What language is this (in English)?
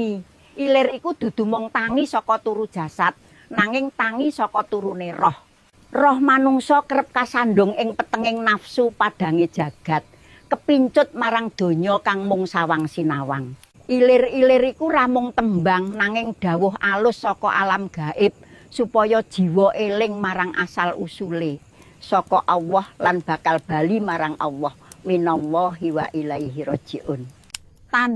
Javanese